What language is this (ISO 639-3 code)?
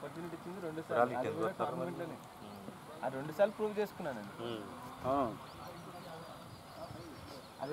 tel